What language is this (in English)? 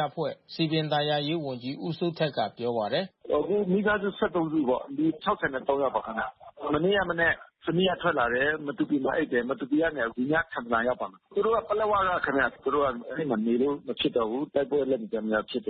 Burmese